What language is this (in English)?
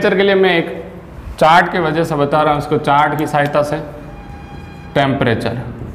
Hindi